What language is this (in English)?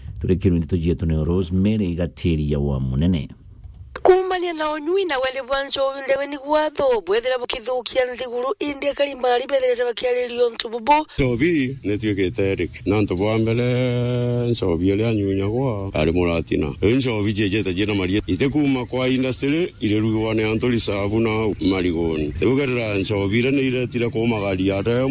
Meru